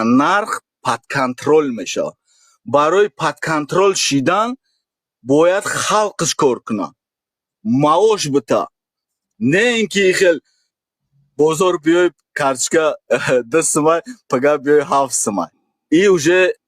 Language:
Tajik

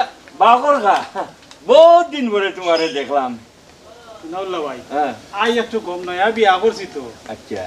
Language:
Sylheti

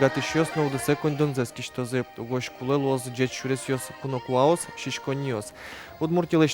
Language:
Udmurt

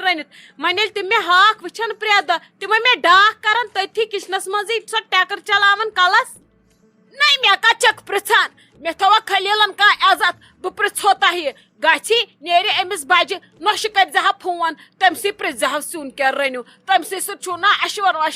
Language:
Kashmiri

